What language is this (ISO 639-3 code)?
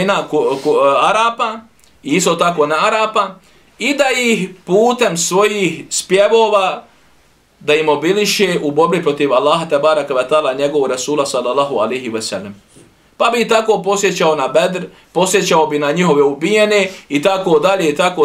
bos